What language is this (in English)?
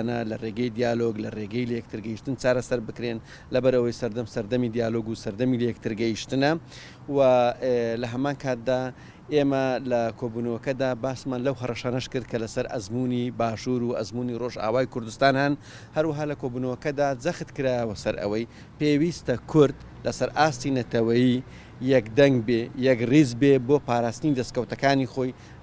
Central Kurdish